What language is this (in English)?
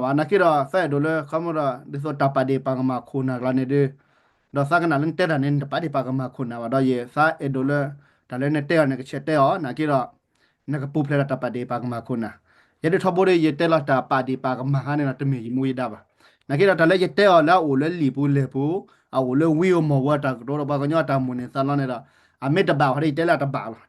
S'gaw Karen